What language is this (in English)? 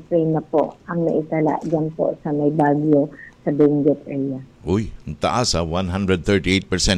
Filipino